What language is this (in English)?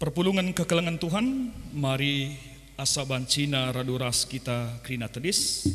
Batak Karo